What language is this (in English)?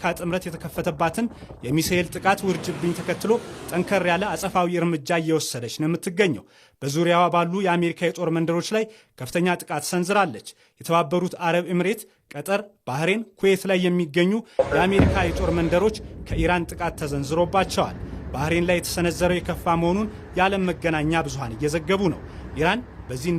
Amharic